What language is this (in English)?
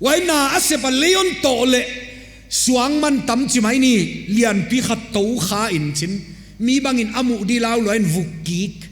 Paite Chin